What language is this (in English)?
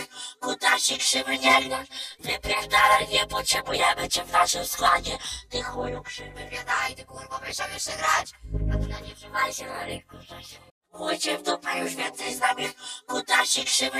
Polish